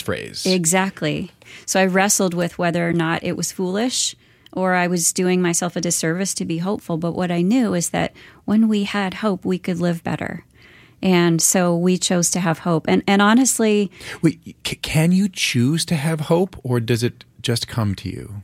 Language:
English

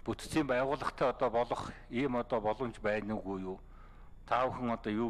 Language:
Mongolian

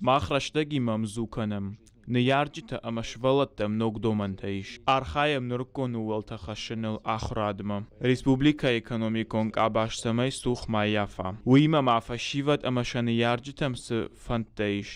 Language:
Ossetic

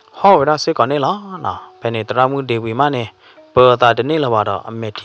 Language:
S'gaw Karen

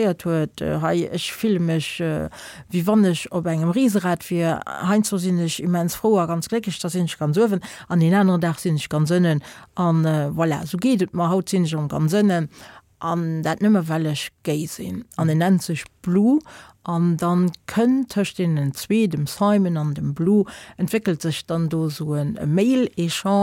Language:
Luxembourgish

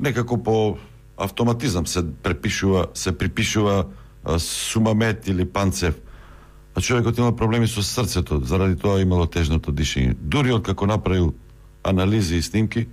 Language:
Macedonian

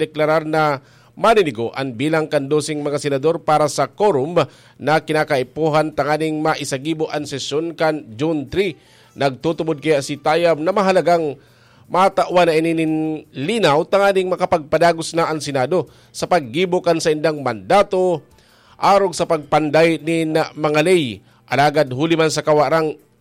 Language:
Bikol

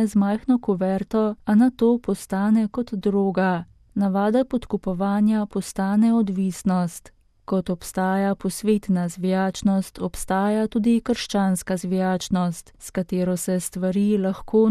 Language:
Slovenian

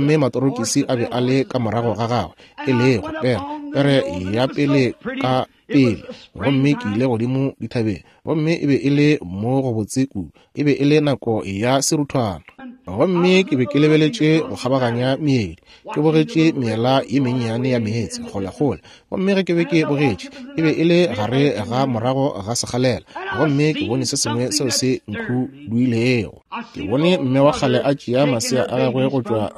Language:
Northern Sotho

